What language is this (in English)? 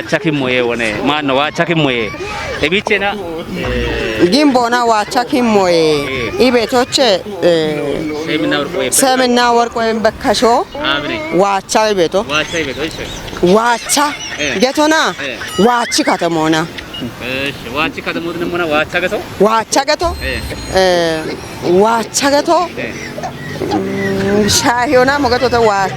Kafa